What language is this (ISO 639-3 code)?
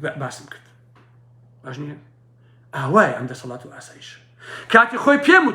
ckb